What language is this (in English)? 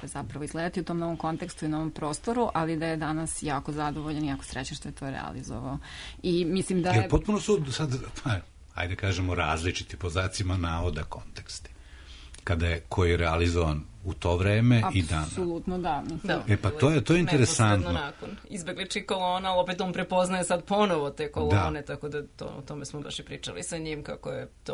Serbian